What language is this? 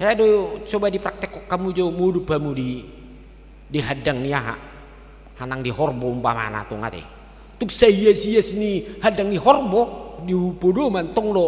Batak Toba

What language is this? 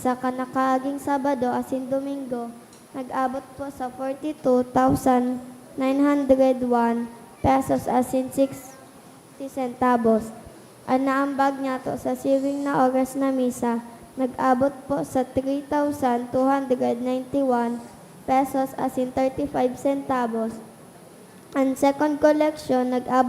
Bikol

